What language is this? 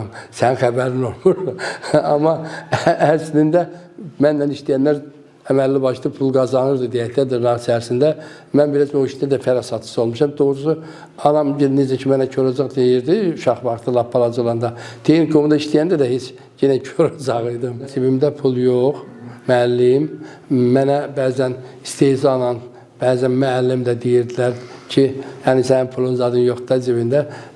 Azerbaijani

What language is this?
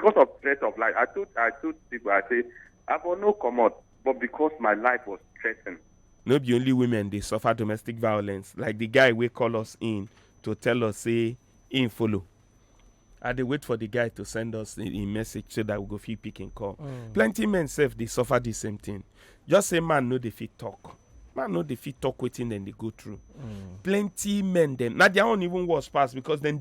Nigerian Pidgin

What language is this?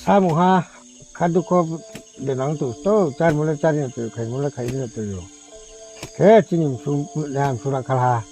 Riang (India)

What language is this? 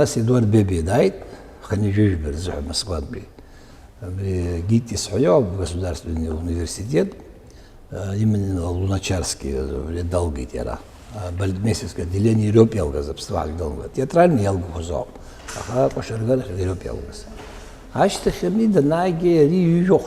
Abkhazian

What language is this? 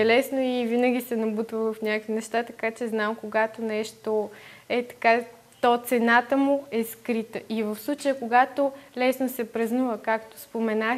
Bulgarian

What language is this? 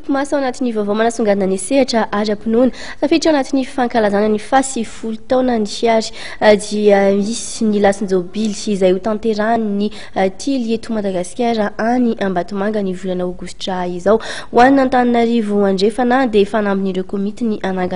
Malagasy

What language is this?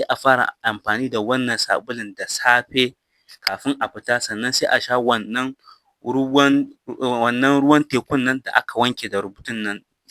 Hausa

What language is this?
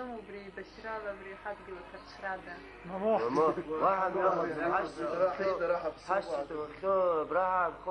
Abkhazian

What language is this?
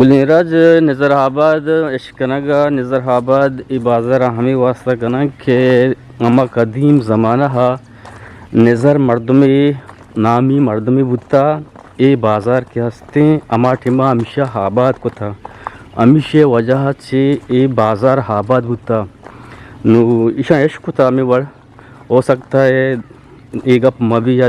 Eastern Balochi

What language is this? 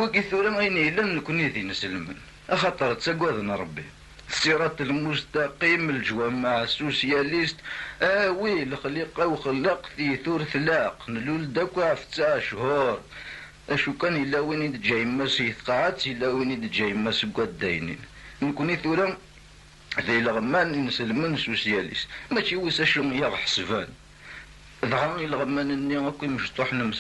Kabyle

